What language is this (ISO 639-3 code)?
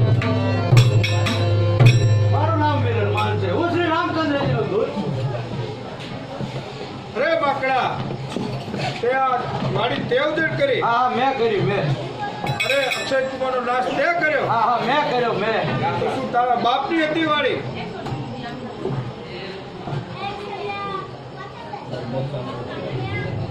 guj